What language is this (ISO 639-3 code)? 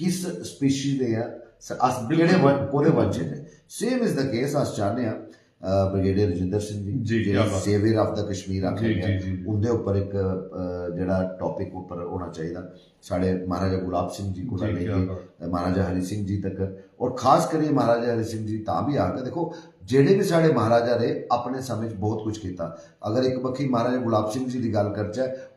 doi